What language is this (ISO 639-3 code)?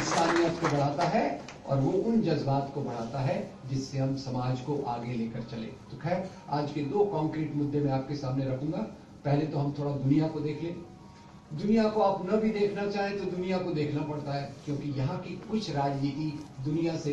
hin